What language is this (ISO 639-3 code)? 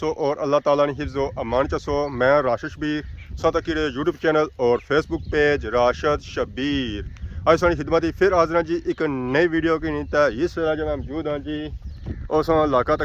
phr